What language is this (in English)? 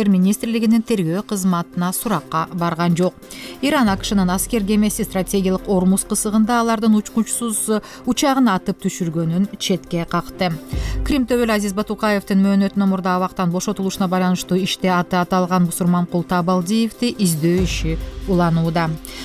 Kyrgyz